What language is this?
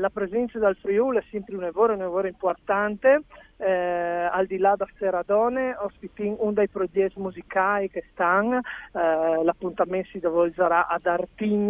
Friulian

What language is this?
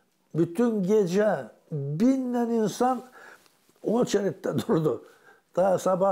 Gagauz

